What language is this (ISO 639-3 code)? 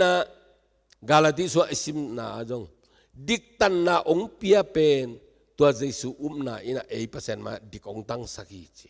ctd